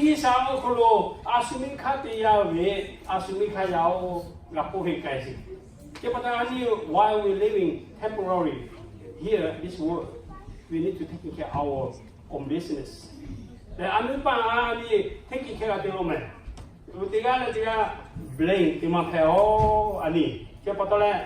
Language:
Lahu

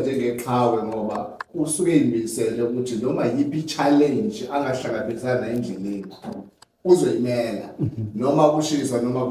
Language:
Zulu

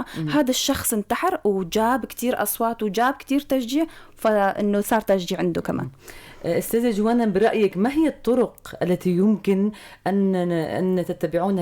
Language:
North Levantine Arabic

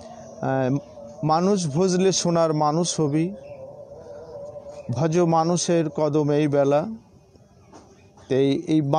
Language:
Bangla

